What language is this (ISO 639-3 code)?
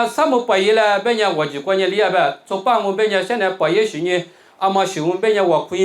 lis